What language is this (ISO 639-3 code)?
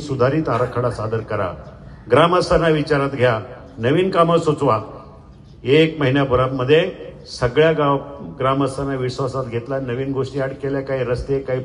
mar